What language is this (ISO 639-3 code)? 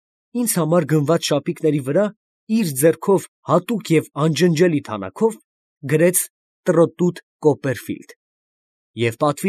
hye